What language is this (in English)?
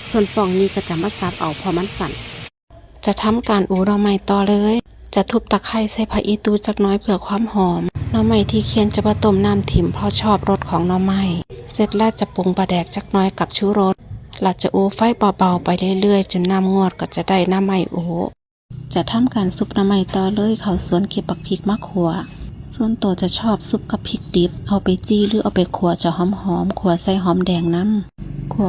Northeastern Thai